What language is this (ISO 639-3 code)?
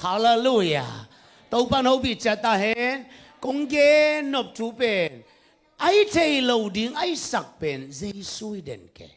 ctd